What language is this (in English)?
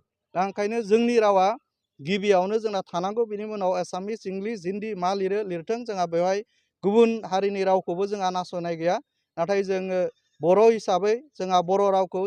Bodo